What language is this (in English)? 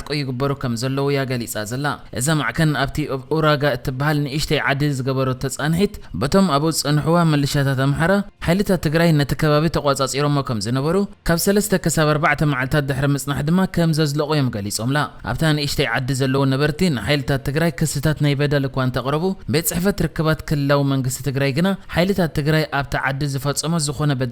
Tigrinya